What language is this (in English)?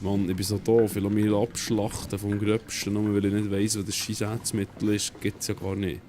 Swiss German